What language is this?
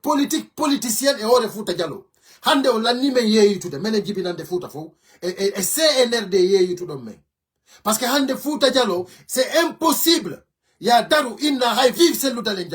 Fula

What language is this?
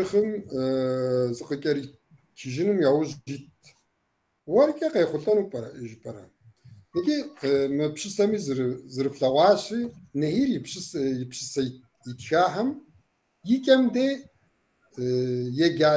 Kabardian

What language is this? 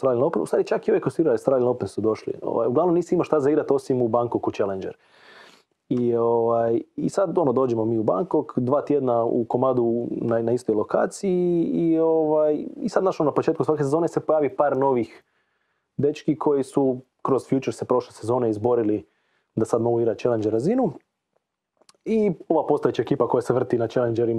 Croatian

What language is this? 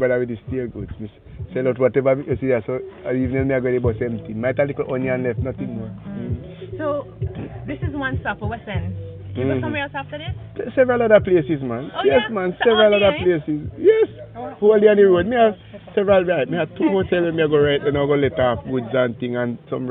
Jamaican Creole English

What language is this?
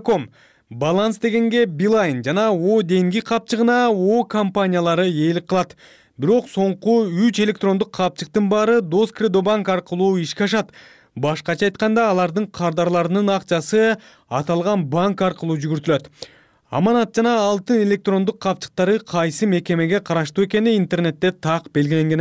Kyrgyz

